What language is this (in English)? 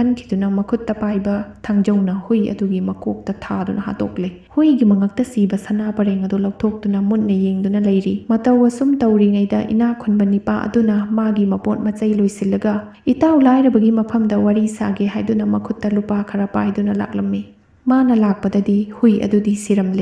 Manipuri